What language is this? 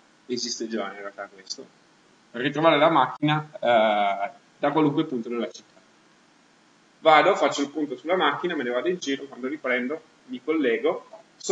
Italian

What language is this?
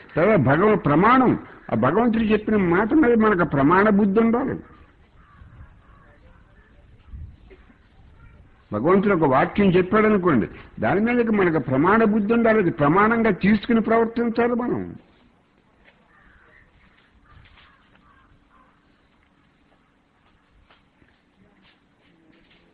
Telugu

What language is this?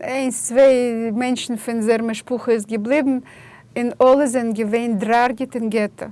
Yiddish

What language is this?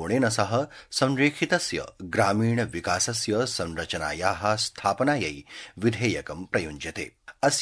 Sanskrit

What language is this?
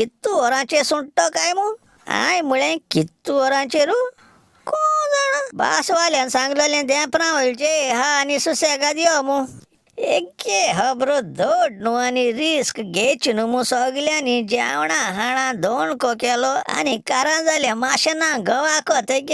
Konkani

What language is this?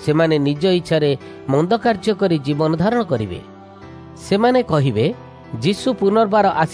Odia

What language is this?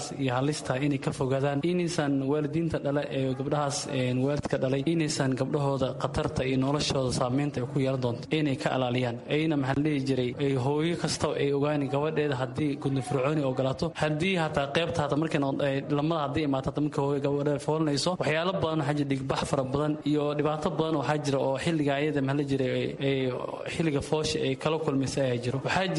Somali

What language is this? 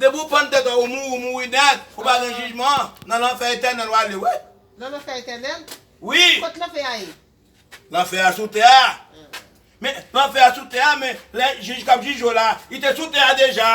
Haitian Creole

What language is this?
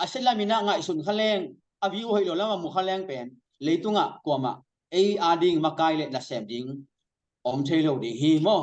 Tedim Chin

